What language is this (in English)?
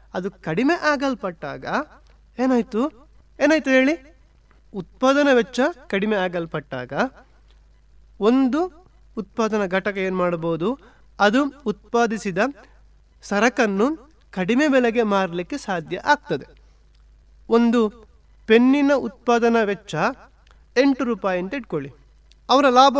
Kannada